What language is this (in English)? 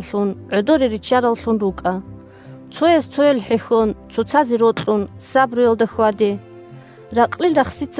Avaric